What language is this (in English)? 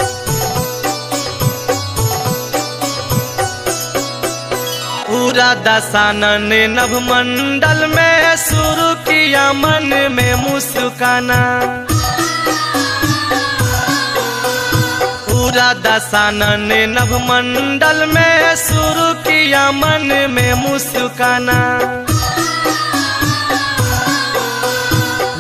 Bhojpuri